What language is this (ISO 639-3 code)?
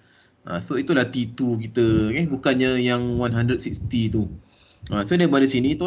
msa